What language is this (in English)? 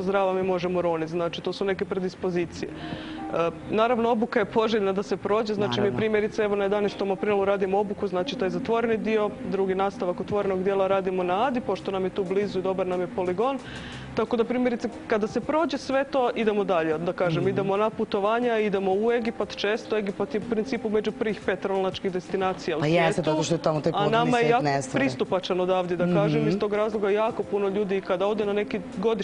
Serbian